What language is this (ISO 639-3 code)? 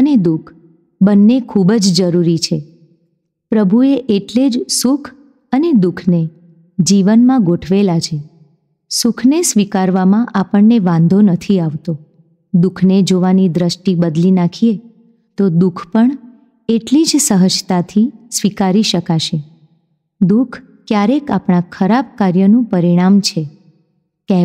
guj